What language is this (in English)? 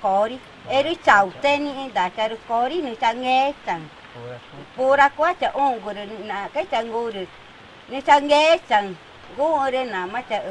Ticuna